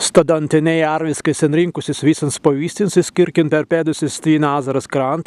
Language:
Prussian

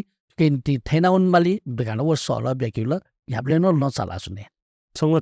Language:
Newari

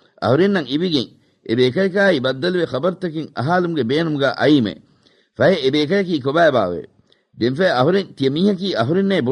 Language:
Divehi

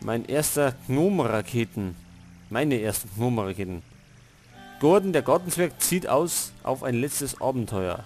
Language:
Bavarian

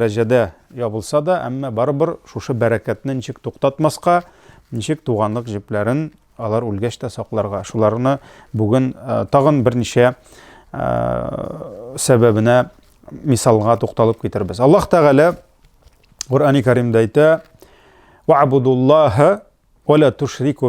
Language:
Tatar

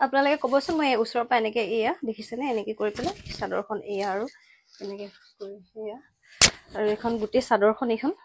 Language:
Assamese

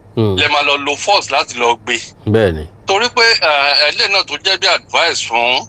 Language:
Yoruba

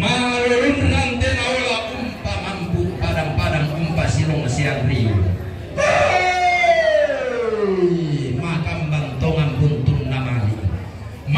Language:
Toraja-Sa'dan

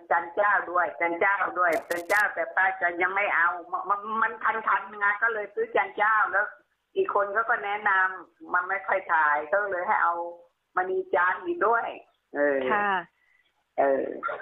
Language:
Thai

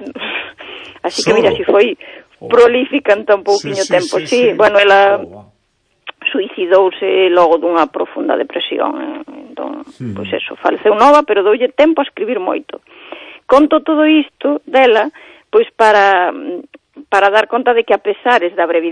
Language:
Galician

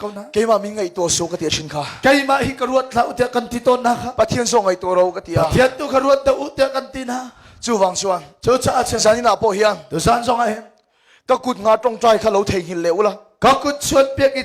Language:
Hakha Chin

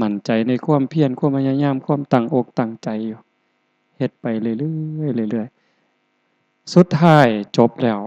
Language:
Northeastern Thai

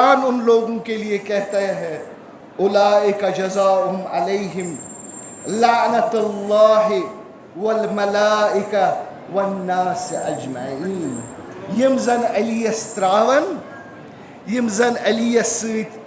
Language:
Kashmiri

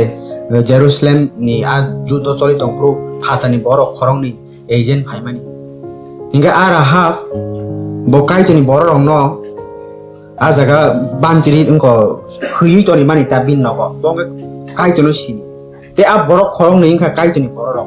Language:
Kok Borok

